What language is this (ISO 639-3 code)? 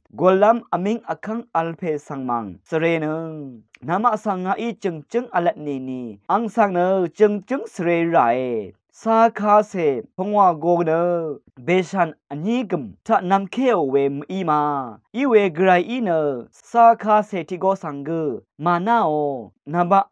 raw